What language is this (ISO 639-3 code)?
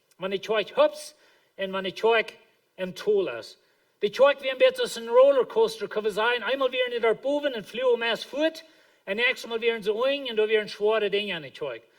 pdt